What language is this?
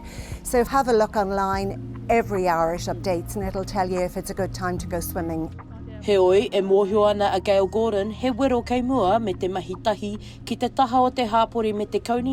Māori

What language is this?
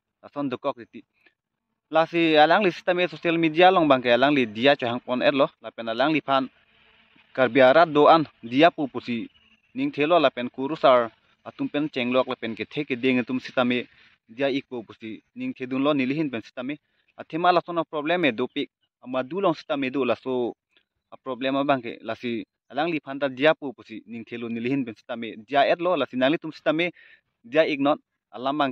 Karbi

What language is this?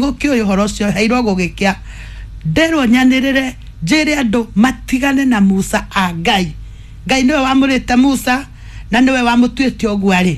Kikuyu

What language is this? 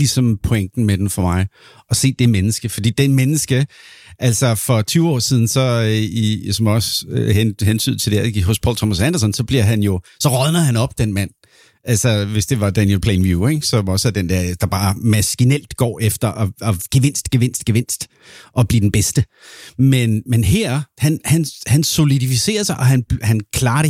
Danish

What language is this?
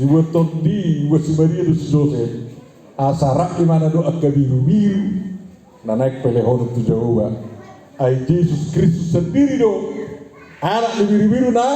Batak Toba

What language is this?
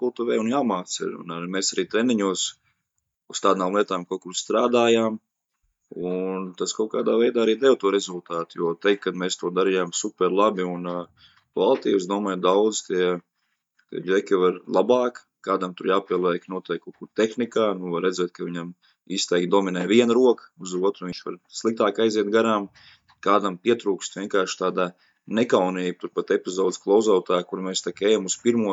Latvian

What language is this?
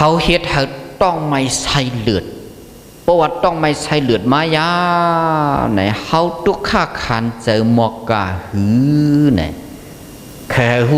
Shan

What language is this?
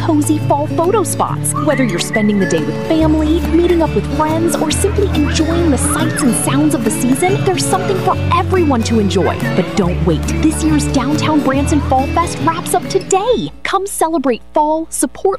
English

